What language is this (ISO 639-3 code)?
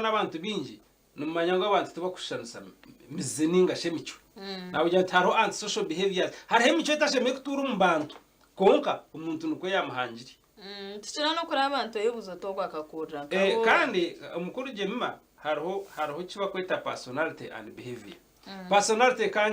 nyn